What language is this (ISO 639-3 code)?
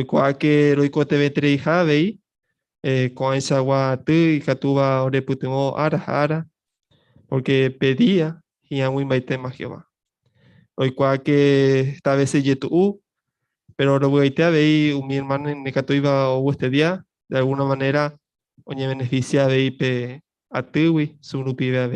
grn